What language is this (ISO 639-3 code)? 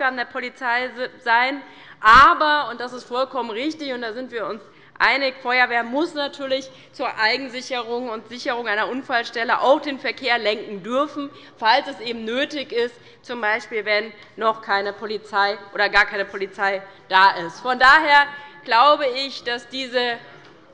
deu